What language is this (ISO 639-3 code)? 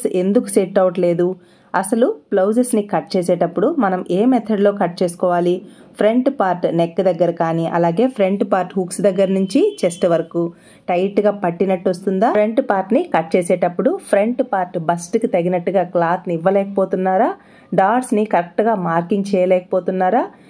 tel